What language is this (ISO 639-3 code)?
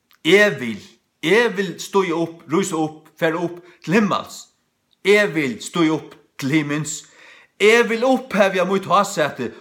fao